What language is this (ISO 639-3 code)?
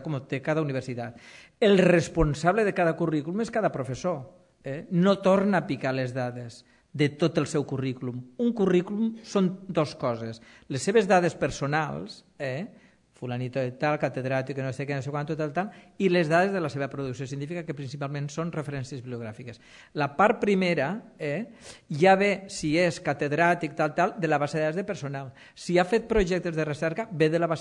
cat